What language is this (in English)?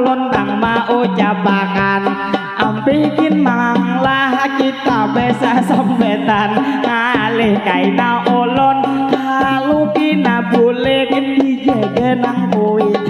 Banjar